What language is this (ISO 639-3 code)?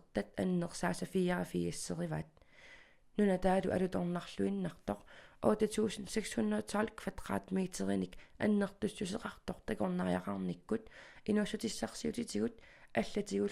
kal